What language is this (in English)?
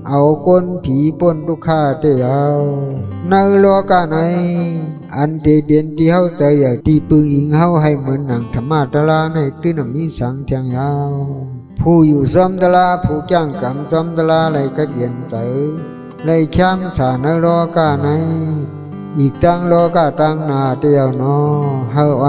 Shan